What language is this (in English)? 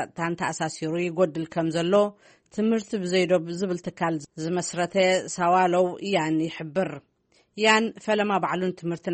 Tigrinya